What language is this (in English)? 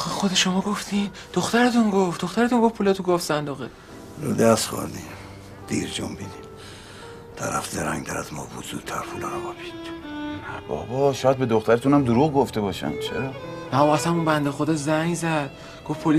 Persian